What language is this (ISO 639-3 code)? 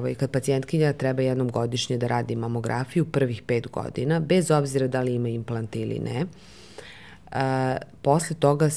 srp